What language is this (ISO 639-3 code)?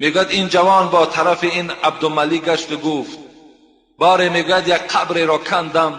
tgk